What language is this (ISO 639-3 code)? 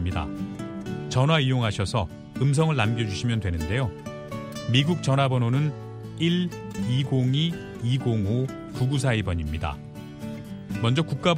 kor